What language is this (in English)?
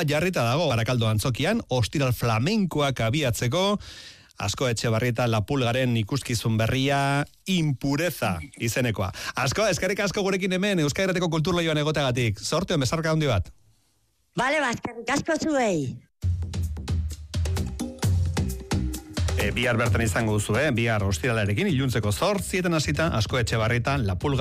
Basque